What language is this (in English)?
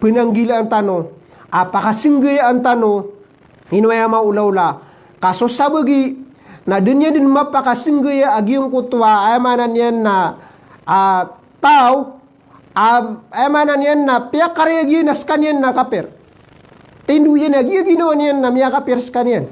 Maranao